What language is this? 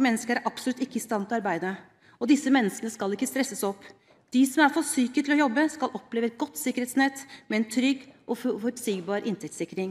Norwegian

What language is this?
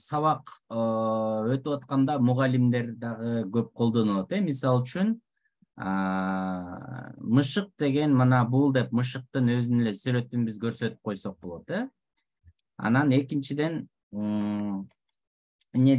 Kyrgyz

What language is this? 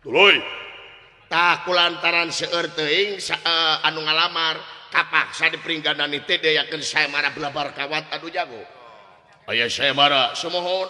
Sundanese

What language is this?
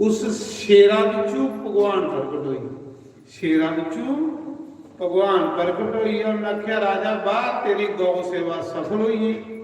Dogri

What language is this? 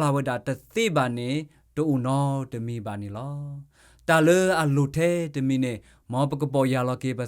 S'gaw Karen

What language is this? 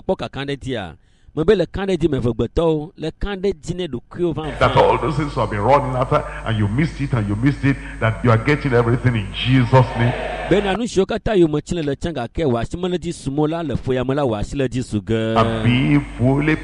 Ewe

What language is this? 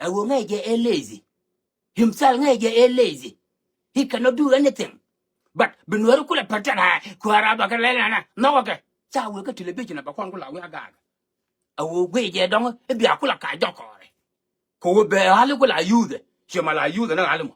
Nuer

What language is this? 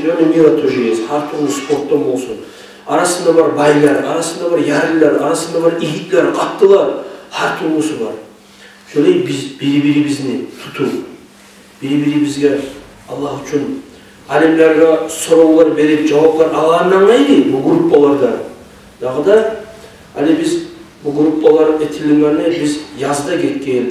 Kumyk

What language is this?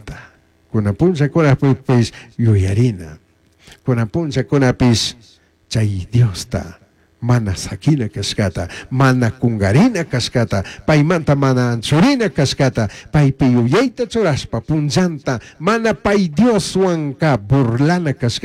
Chimborazo Highland Quichua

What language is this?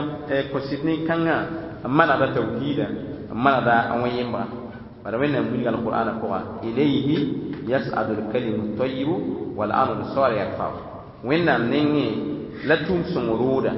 Mossi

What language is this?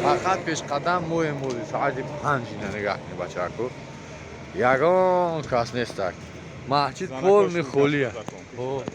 Tajik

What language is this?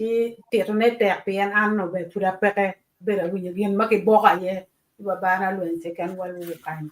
Acoli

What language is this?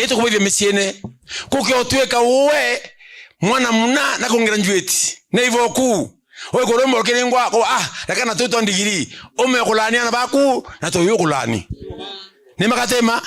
Meru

